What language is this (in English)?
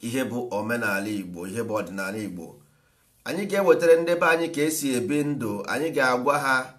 Igbo